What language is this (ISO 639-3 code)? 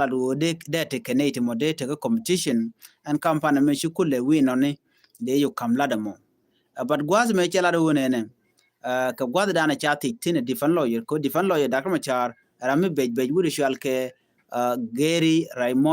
nus